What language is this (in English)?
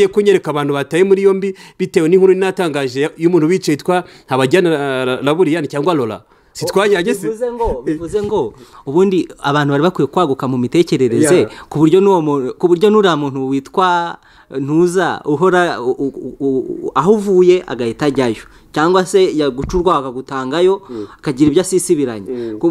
Kinyarwanda